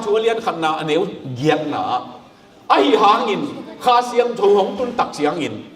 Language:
Tedim Chin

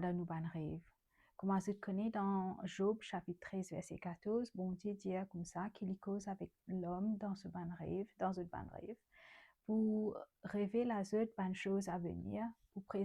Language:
Morisyen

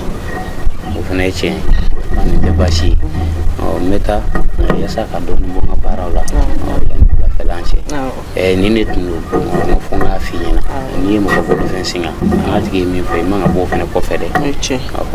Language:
Bambara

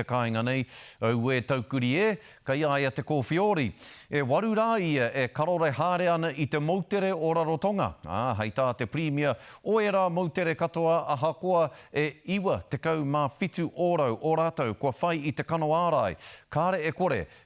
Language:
Māori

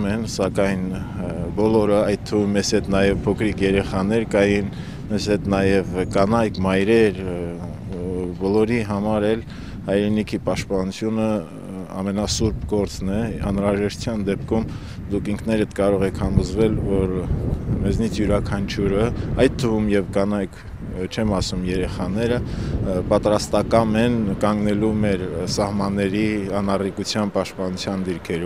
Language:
Armenian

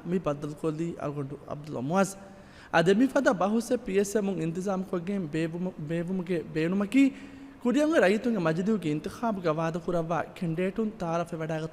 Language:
Divehi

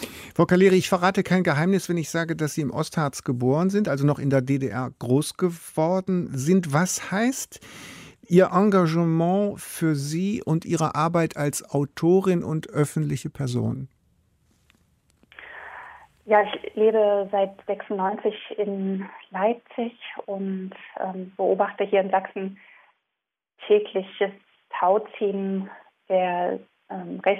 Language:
German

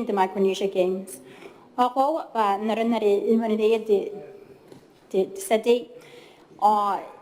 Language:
Gilbertese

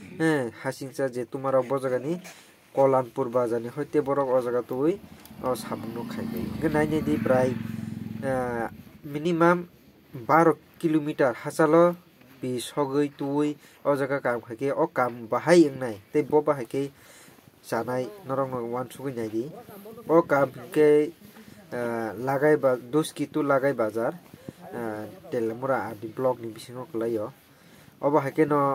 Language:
Kok Borok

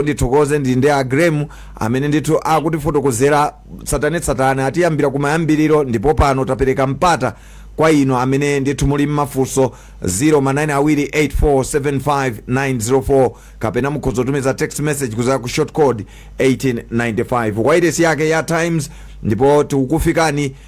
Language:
Nyanja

